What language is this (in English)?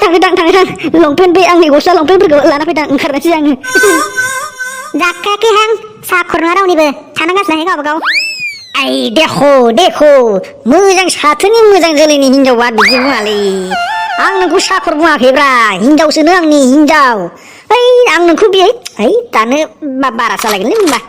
Bodo